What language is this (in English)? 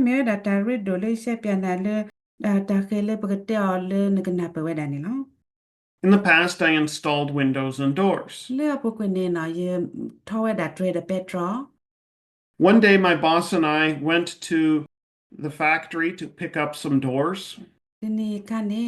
S'gaw Karen